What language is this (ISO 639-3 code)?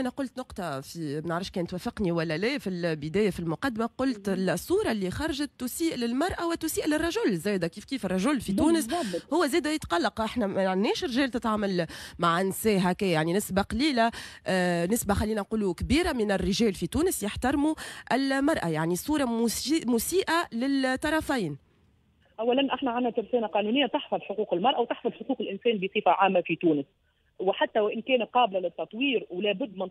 aeb